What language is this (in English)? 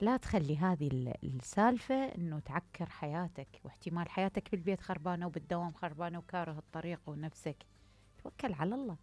Mesopotamian Arabic